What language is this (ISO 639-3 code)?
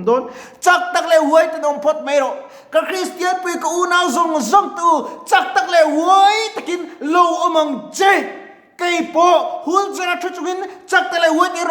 lus